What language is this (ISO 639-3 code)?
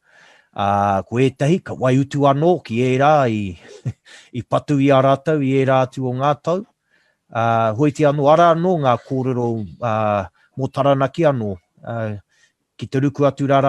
mri